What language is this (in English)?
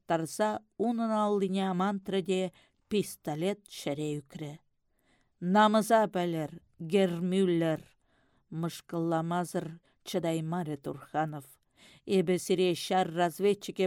Chuvash